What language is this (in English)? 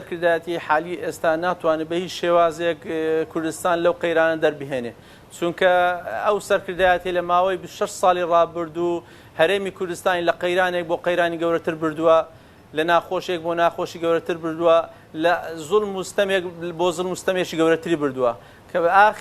Central Kurdish